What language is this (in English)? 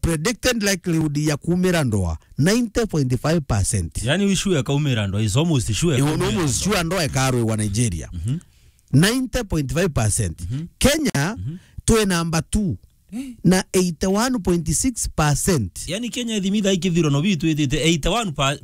Meru